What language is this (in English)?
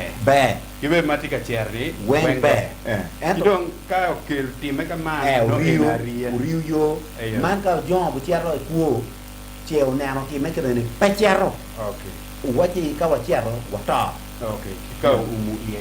Acoli